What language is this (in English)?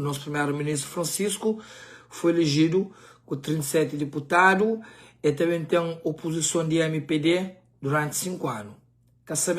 Kabuverdianu